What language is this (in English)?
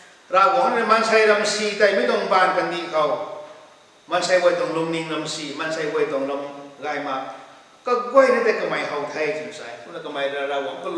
Rongmei Naga